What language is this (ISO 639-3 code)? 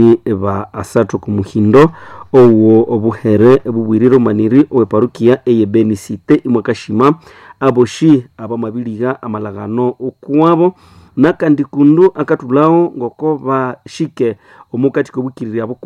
nnb